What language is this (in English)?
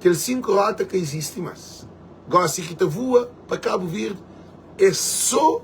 Kabuverdianu